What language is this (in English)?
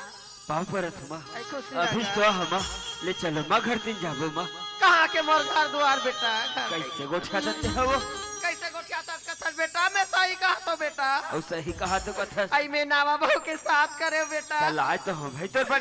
Chhattisgarhi